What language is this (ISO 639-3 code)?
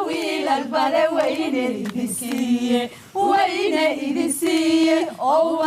som